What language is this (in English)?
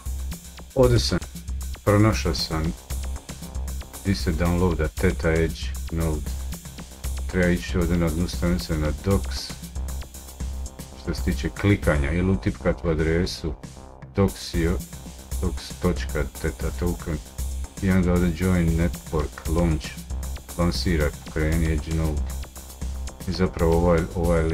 Croatian